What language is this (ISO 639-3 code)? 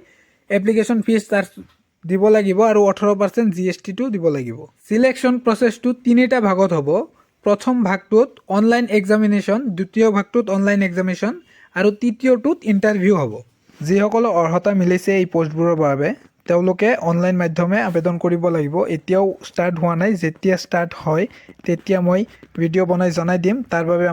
asm